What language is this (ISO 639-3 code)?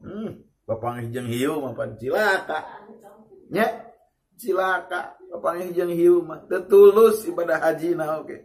sun